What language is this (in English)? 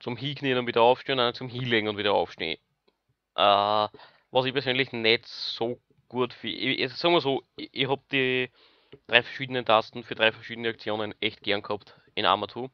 Bavarian